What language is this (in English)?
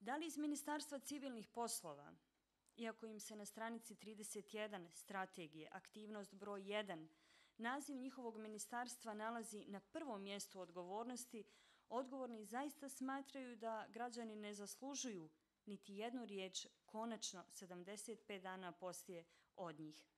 Bosnian